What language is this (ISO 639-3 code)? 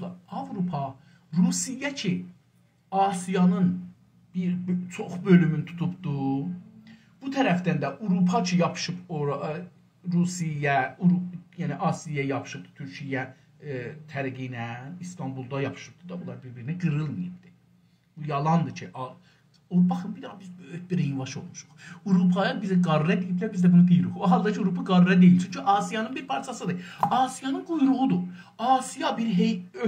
azb